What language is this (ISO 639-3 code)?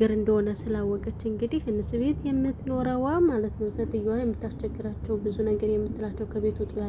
amh